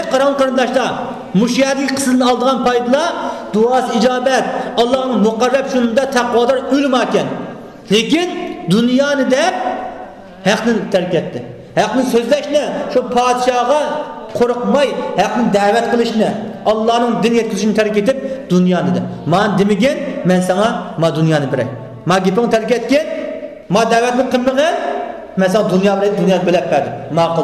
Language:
Uyghur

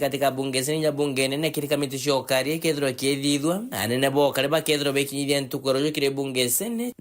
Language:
Meru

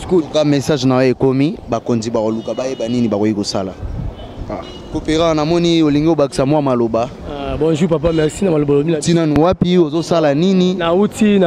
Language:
Lingala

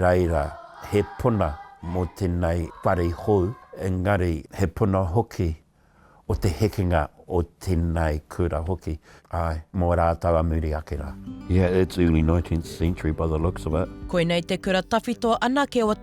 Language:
Māori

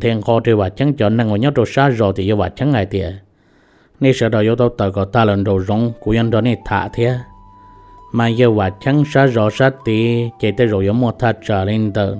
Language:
Hmong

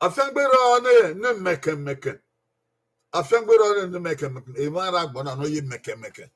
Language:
Bini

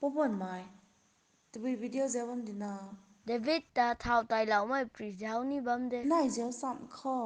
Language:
Rongmei Naga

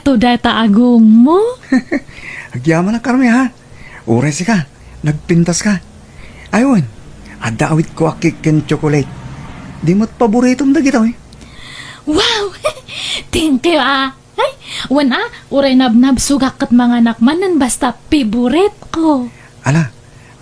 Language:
Iloko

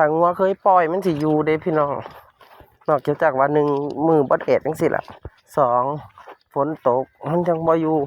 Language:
Northeastern Thai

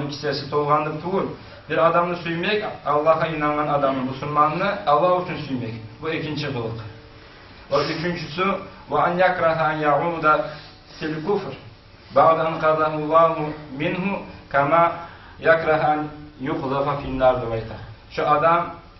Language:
Kumyk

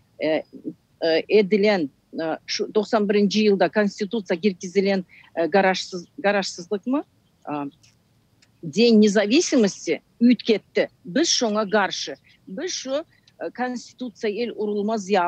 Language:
Turkmen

